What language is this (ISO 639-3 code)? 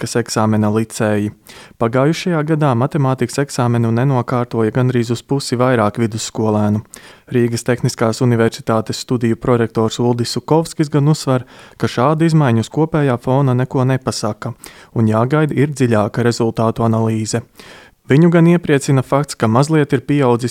lav